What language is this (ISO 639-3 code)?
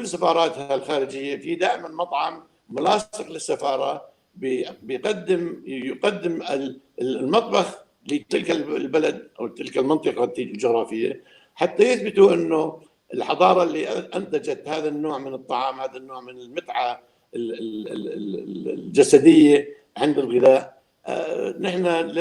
apc